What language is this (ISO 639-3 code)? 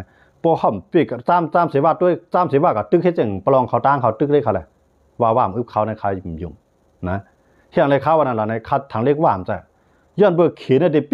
shn